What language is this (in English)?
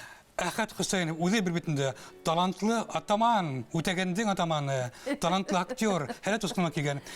Bashkir